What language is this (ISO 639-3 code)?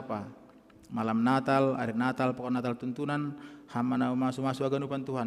bts